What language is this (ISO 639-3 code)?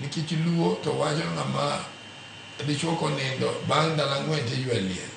luo